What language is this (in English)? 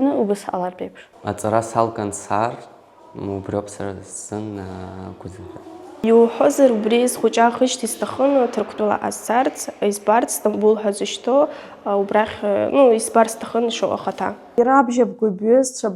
Abkhazian